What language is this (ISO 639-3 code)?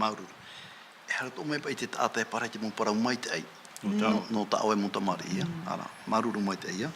tah